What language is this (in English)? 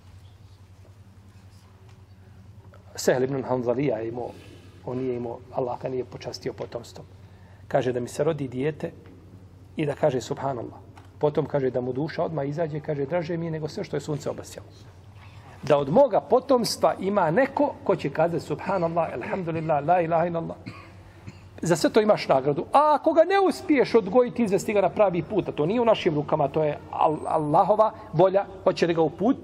Bosnian